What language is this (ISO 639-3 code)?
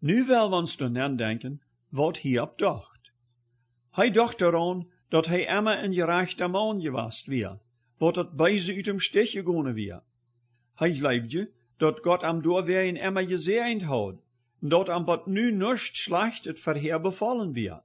pdt